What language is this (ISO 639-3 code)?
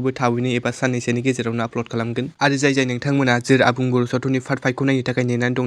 brx